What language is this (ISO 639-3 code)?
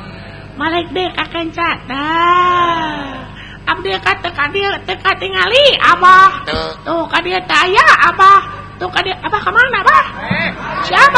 sun